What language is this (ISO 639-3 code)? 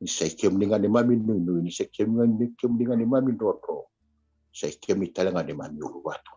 fij